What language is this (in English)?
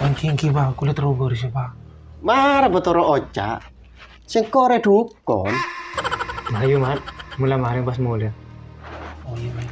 Madurese